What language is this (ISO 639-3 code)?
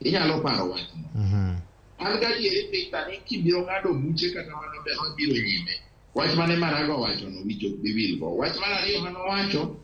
luo